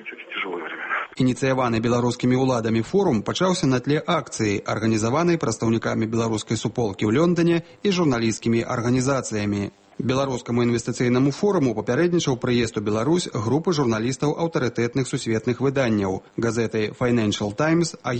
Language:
Belarusian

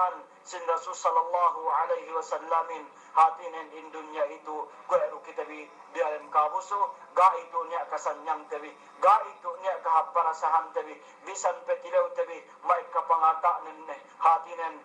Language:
Yakan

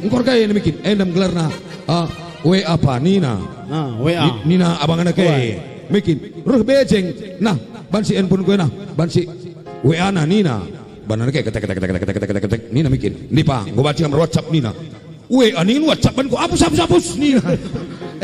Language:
Batak Karo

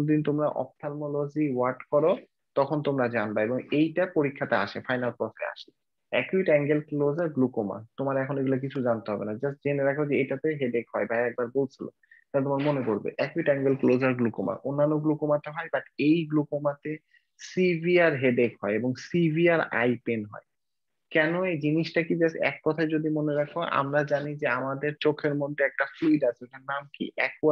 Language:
Bangla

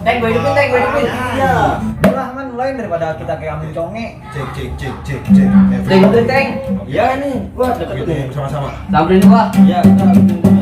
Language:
Betawi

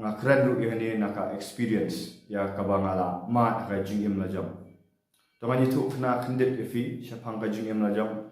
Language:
Khasi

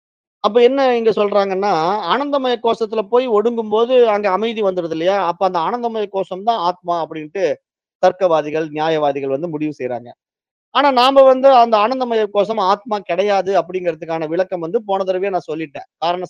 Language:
Tamil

